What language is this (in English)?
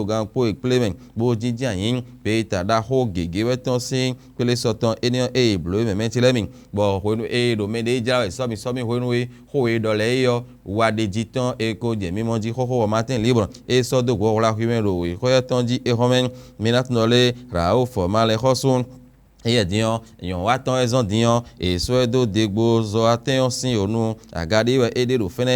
Fon